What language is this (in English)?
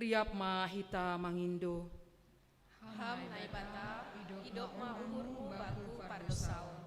Batak Simalungun